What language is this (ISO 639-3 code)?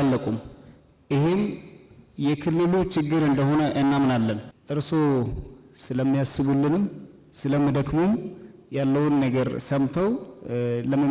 amh